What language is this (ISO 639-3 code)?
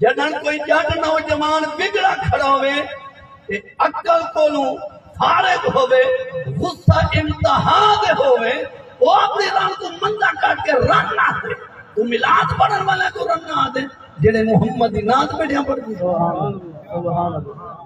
skr